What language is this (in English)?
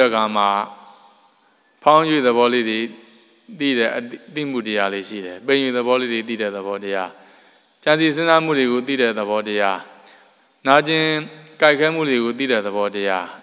Burmese